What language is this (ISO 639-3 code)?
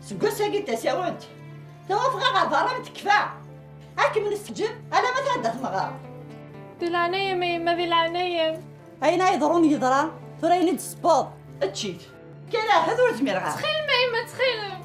kab